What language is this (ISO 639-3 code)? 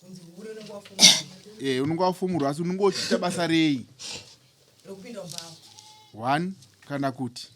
sna